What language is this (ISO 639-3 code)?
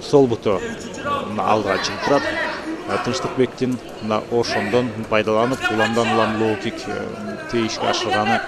kir